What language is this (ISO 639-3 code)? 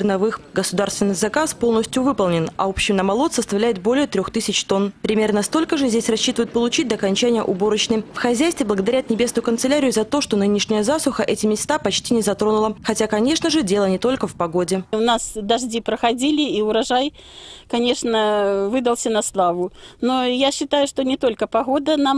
rus